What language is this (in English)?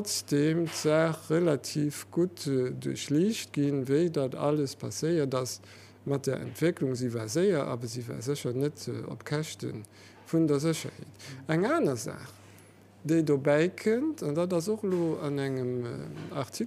Luxembourgish